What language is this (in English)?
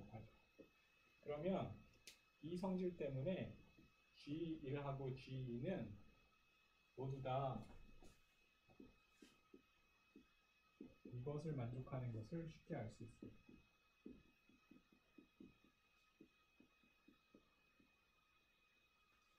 Korean